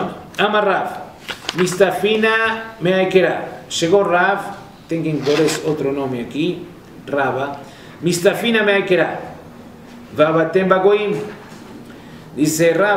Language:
Portuguese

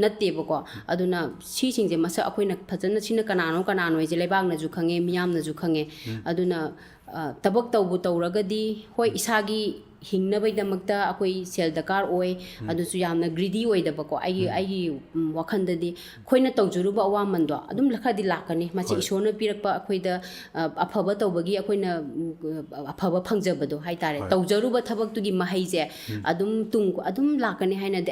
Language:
Manipuri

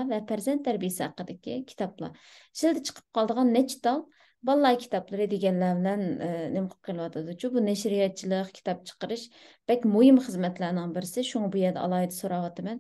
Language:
Uyghur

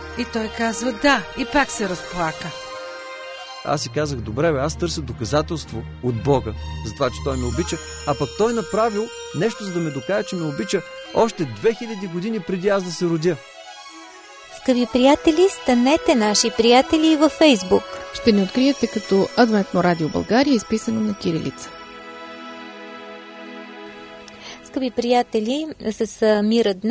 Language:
Bulgarian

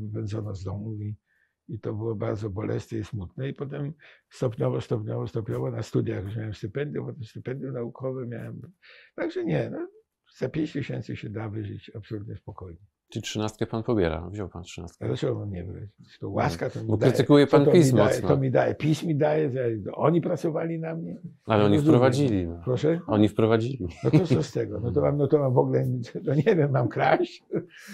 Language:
Polish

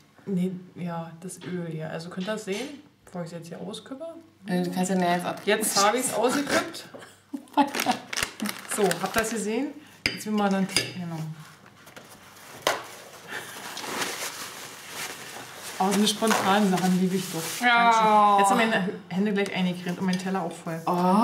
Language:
German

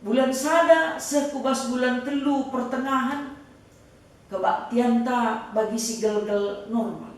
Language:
Batak Karo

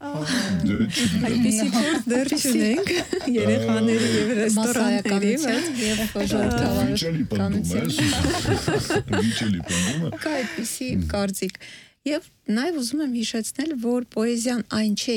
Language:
Armenian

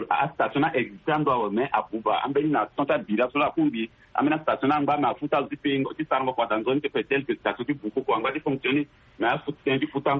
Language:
Sango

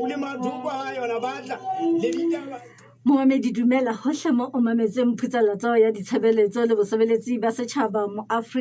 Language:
Southern Sotho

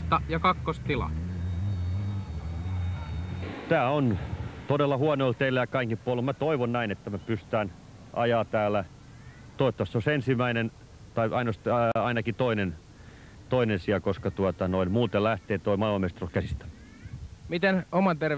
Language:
Finnish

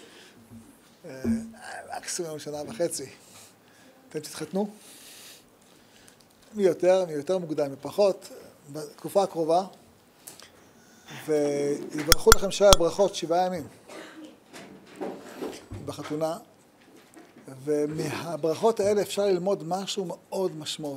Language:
Hebrew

